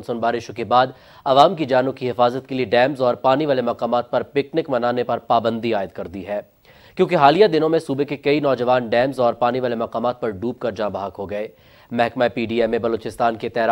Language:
Urdu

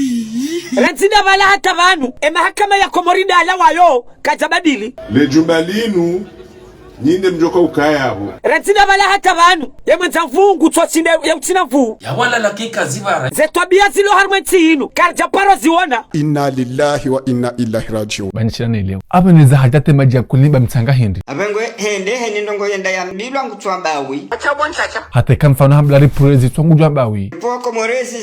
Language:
Ngazidja Comorian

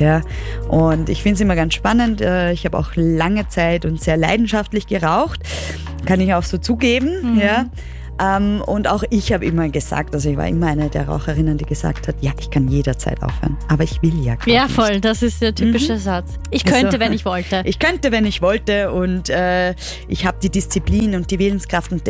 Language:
German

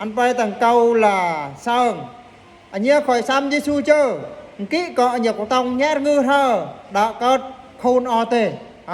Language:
Eastern Bru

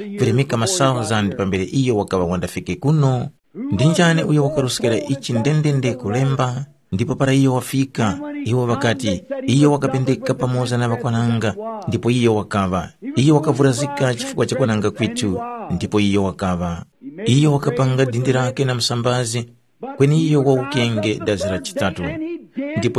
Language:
Tumbuka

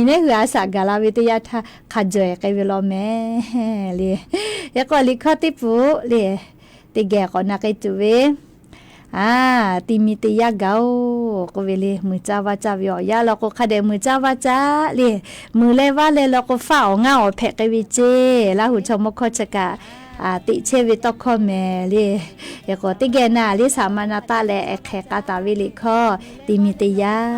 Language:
Lahu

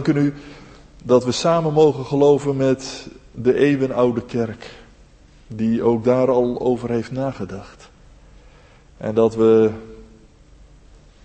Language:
Dutch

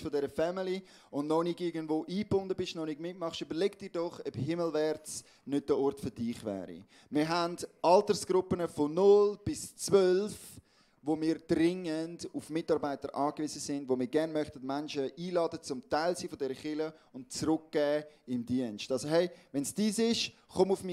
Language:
Swiss German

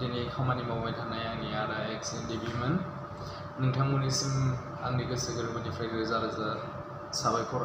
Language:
Bodo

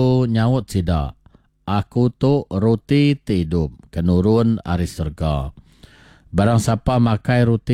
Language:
Iban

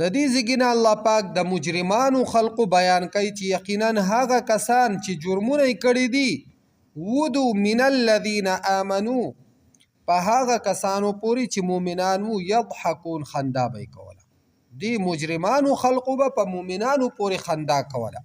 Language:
Pashto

